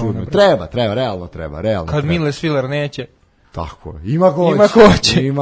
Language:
Serbian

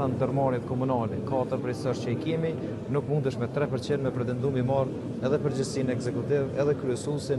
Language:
Albanian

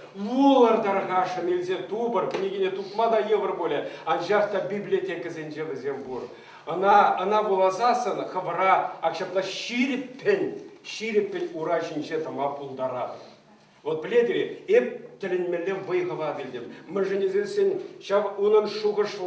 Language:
Chuvash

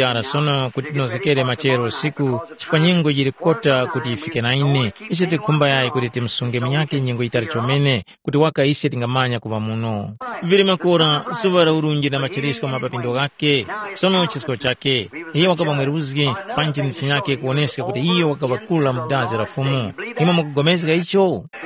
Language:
Tumbuka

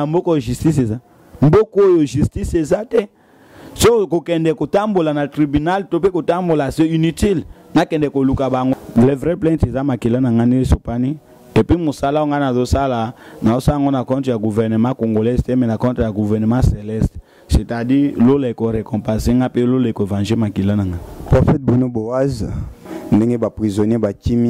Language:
Lingala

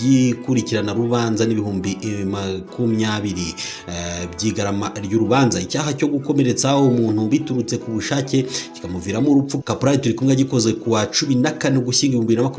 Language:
Kinyarwanda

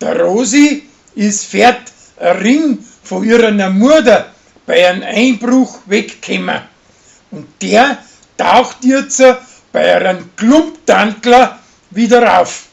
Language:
Bavarian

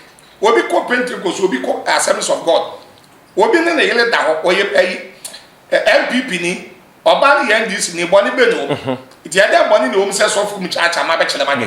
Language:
Akan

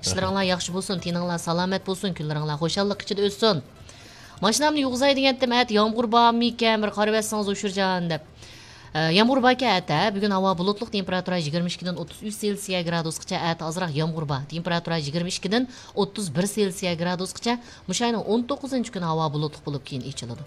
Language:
Uyghur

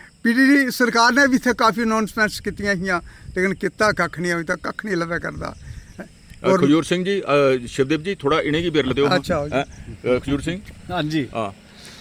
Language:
Dogri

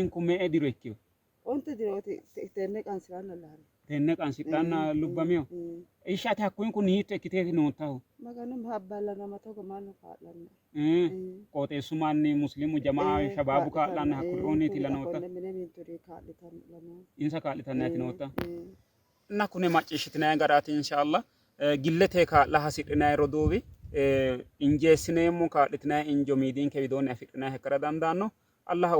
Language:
Sidamo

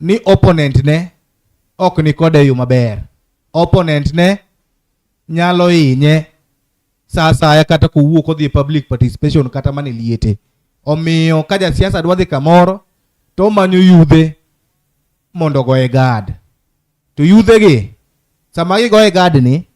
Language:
Luo (Kenya and Tanzania)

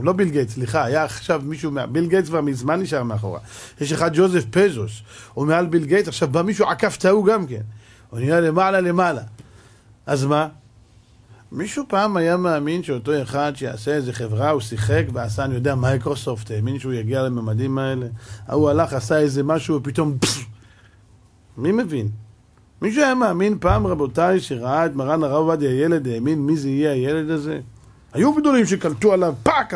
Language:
Hebrew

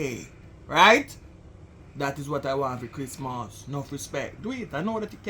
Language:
Jamaican Creole English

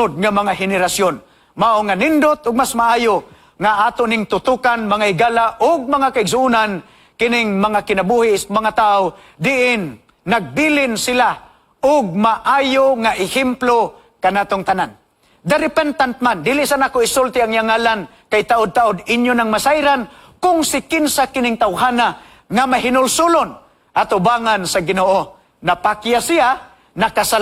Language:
Cebuano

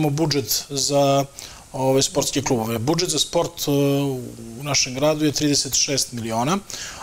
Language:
Serbian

